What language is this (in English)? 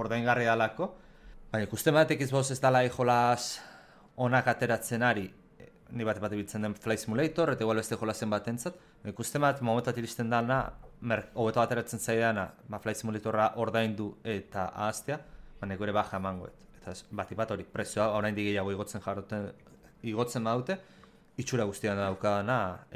Basque